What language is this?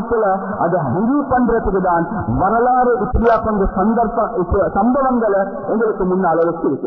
Tamil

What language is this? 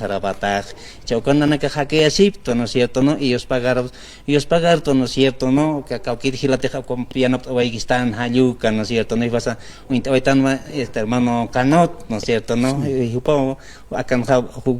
Aymara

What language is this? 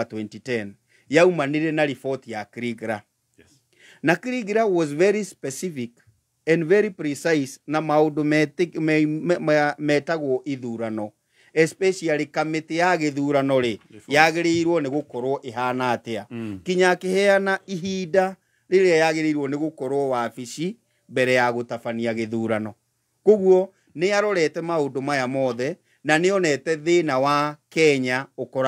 Kikuyu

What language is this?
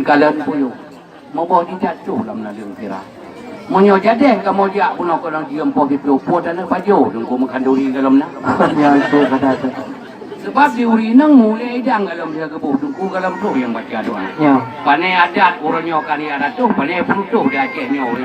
Achinese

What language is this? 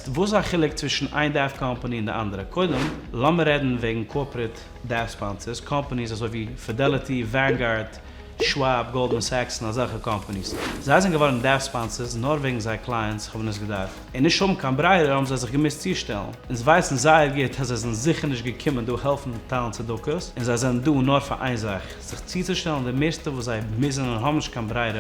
Yiddish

